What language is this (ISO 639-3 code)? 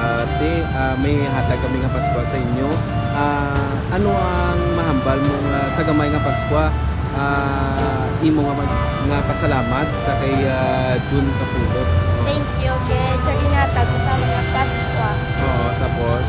hil